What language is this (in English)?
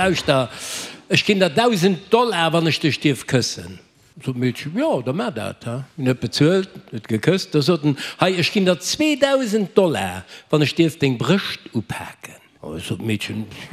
Luxembourgish